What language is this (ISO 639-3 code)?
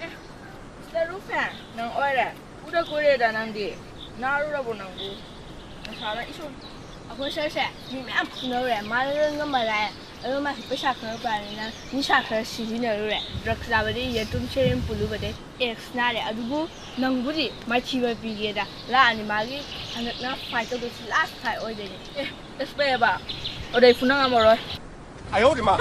mni